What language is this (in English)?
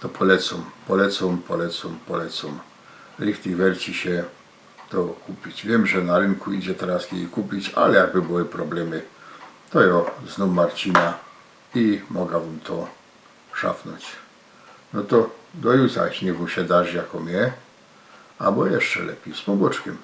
Silesian